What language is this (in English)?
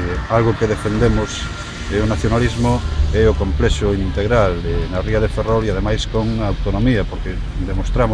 Galician